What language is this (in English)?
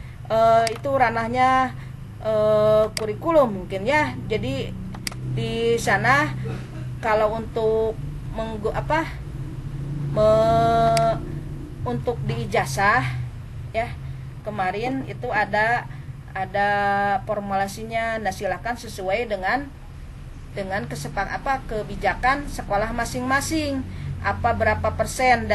Indonesian